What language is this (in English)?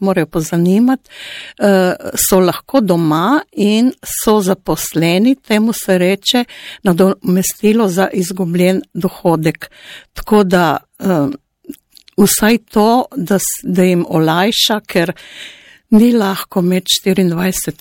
Slovenian